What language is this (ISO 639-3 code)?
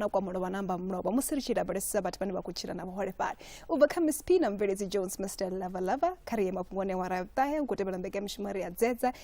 ven